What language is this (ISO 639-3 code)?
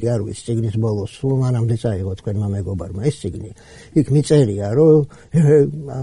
kat